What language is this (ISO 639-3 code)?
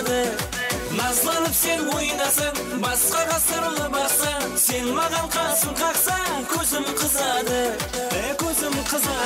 kaa